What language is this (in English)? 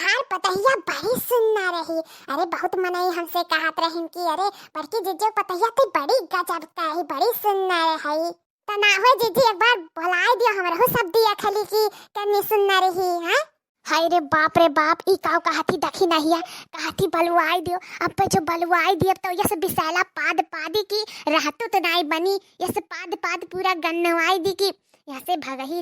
Awadhi